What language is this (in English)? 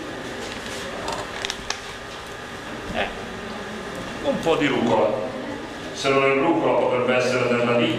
Italian